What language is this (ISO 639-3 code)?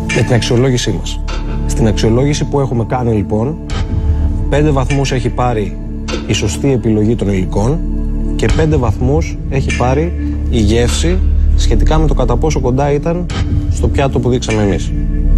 ell